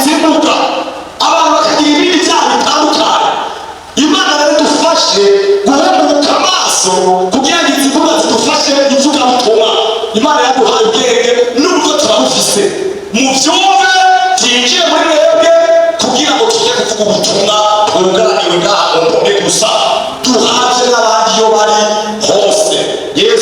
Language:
Rundi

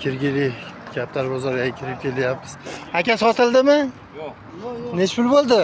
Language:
Uzbek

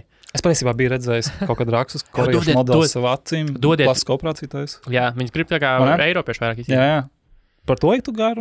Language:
Latvian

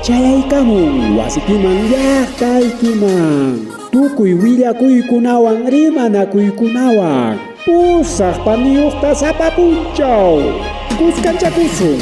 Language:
Ayacucho Quechua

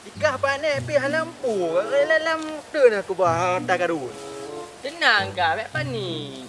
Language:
Achinese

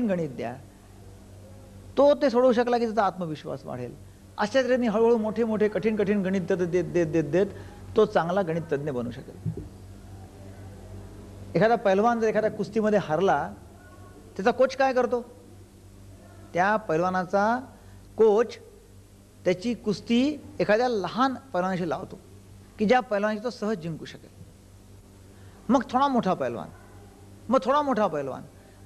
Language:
Marathi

